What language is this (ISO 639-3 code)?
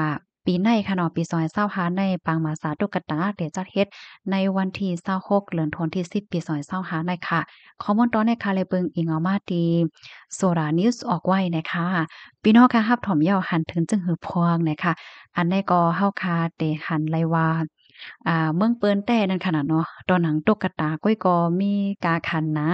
shn